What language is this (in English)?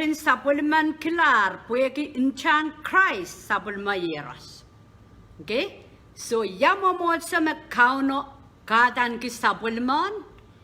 Pohnpeian